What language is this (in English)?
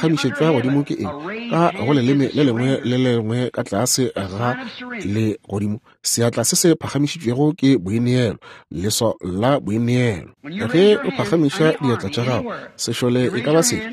Northern Sotho